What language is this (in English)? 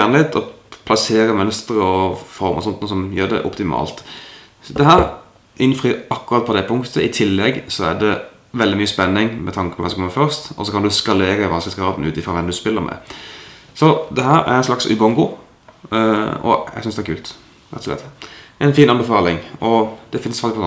Norwegian